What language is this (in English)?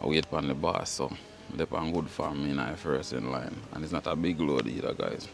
Jamaican Creole English